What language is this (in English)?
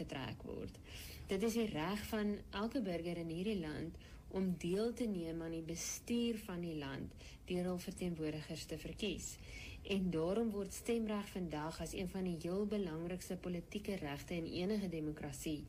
Afrikaans